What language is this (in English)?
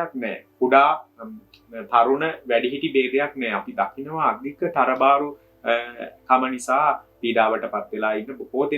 Sinhala